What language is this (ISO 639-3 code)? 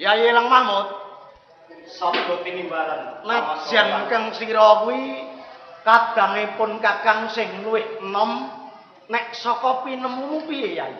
jav